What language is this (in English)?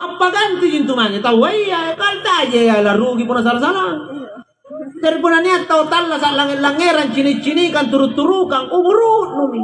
Makasar